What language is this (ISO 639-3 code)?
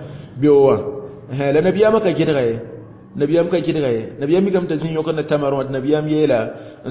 mos